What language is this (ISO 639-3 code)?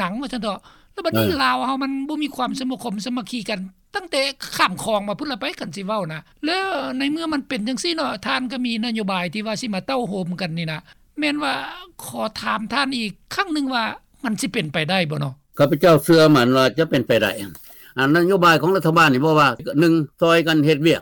lao